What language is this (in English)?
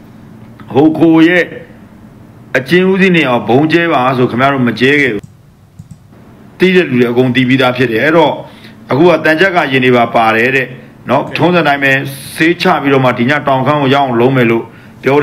Burmese